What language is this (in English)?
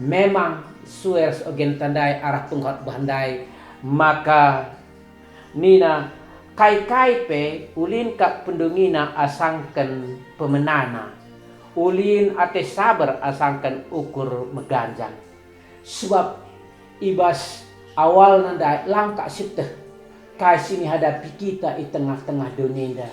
Batak Karo